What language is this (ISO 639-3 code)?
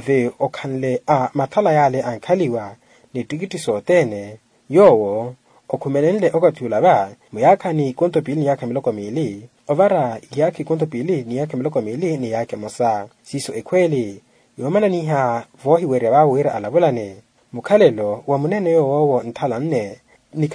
vmw